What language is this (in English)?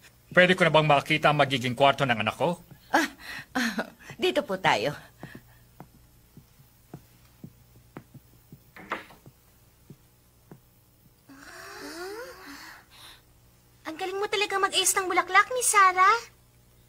Filipino